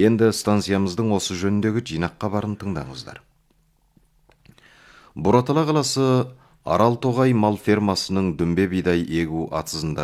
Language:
Kazakh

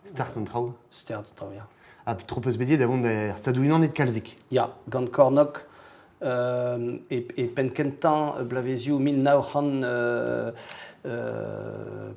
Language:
Breton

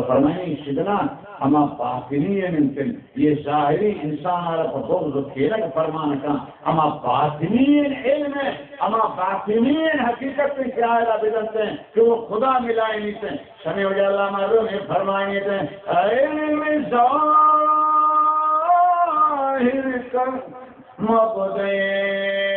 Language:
Baluchi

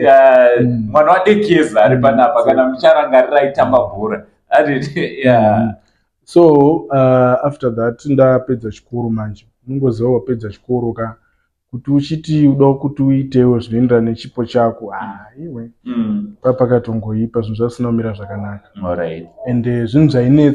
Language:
Shona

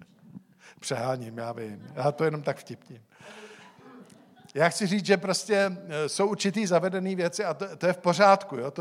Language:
Czech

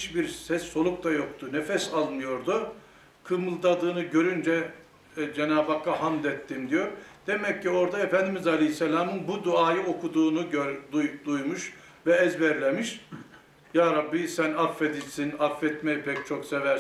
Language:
Turkish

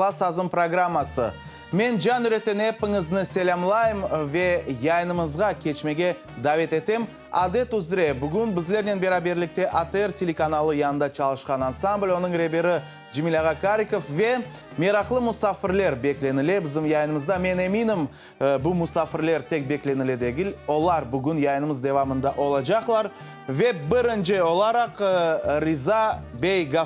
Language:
Crimean Tatar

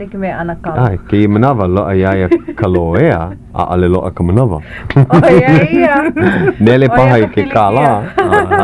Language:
Hawaiian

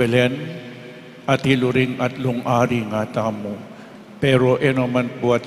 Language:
Pampanga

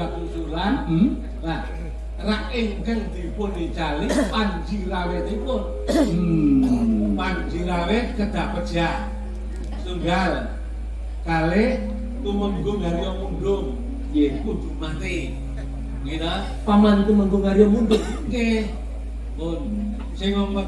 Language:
Javanese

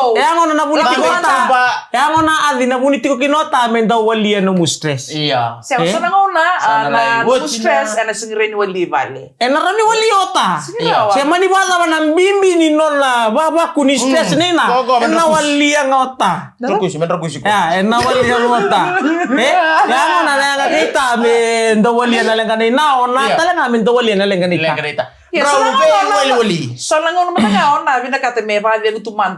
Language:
Fijian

